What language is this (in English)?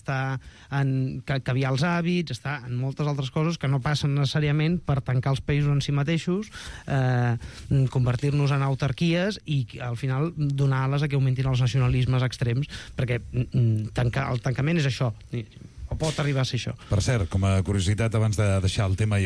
Catalan